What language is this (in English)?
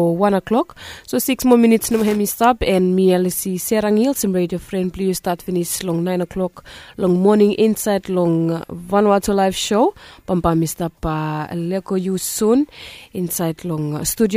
Bislama